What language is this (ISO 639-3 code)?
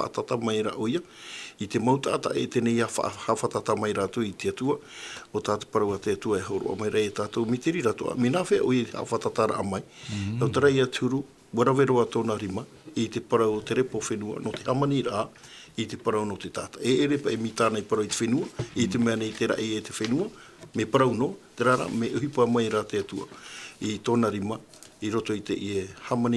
tah